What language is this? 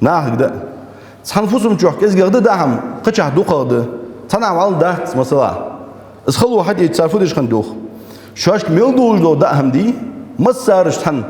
Ingush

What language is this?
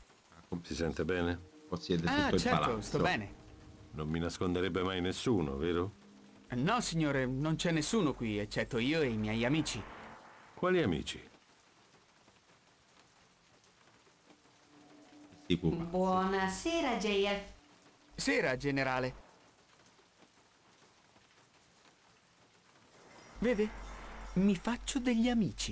Italian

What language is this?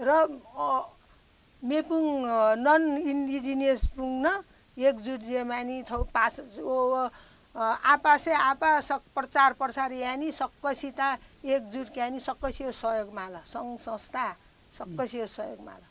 Newari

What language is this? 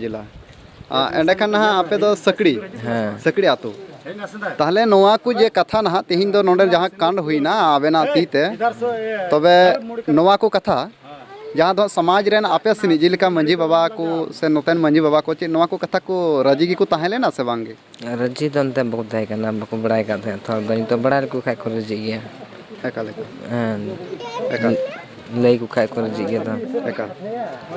Santali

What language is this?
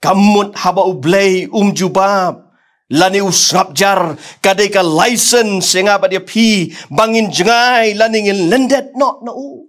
Khasi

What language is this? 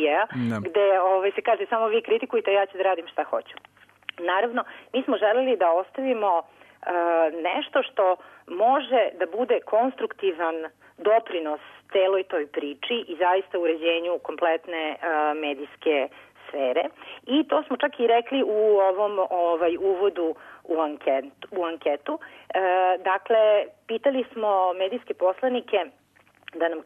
Serbian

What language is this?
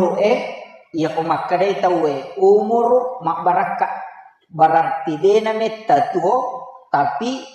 Buginese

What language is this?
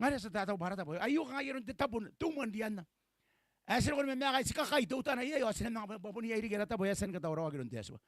Gilbertese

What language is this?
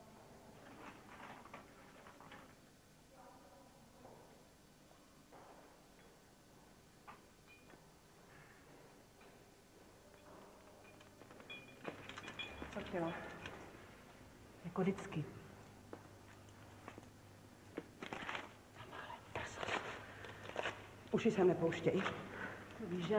Czech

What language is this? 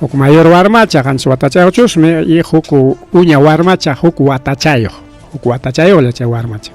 Ayacucho Quechua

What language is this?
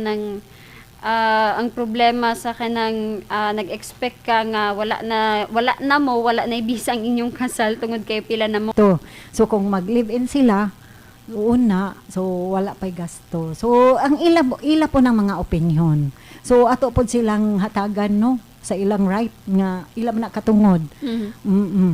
Cebuano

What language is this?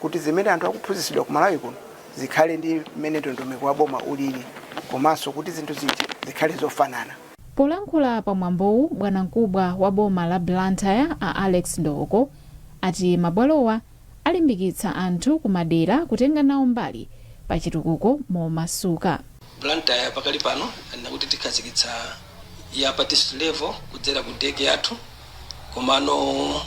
Nyanja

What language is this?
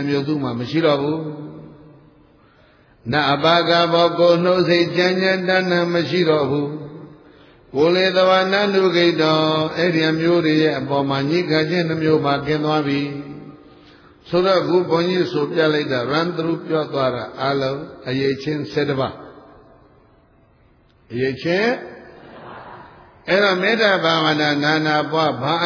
Burmese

